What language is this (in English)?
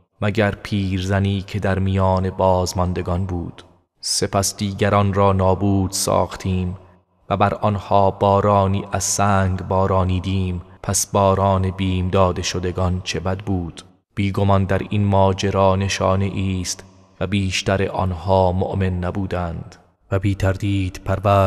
Persian